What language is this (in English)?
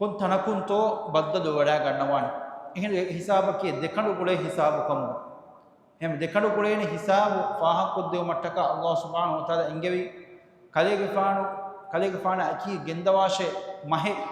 Divehi